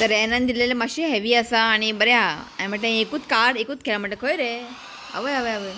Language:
Konkani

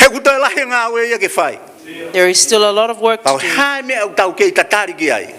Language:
Tongan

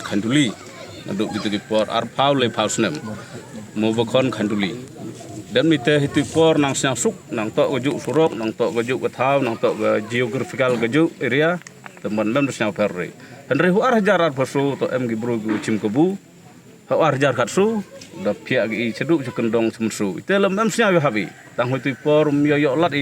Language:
Pnar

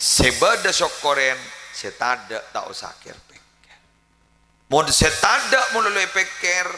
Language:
Madurese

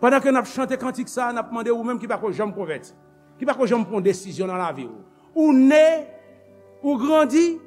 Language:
Haitian Creole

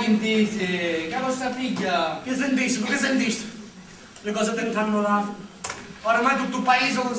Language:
Sicilian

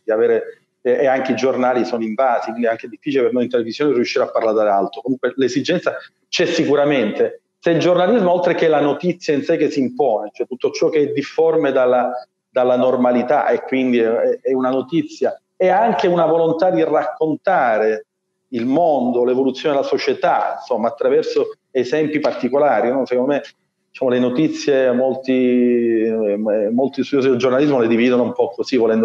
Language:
Italian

